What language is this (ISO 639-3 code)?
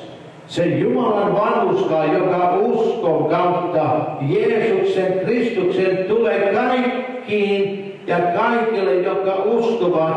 fin